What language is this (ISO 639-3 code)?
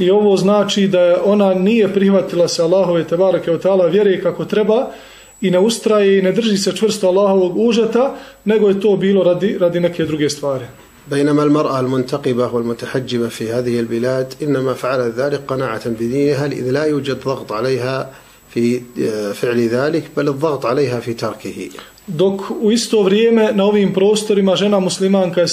bos